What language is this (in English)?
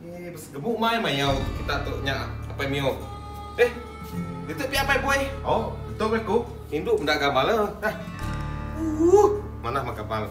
Iban